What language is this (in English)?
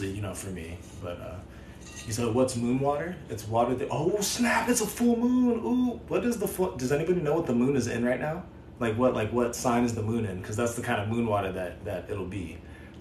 English